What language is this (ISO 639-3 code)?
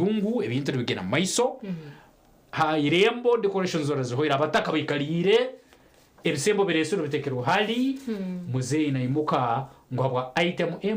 nyn